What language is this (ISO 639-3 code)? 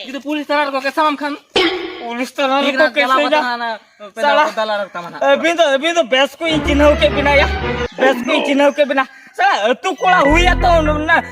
sat